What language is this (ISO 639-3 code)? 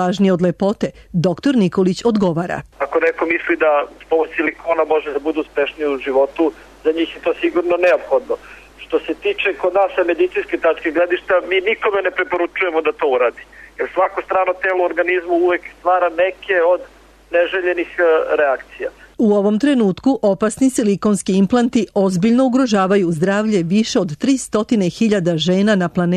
srp